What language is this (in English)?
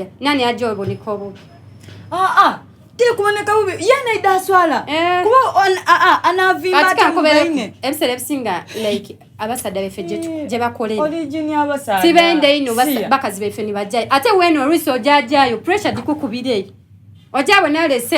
Soga